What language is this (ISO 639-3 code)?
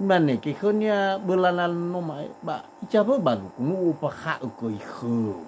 nia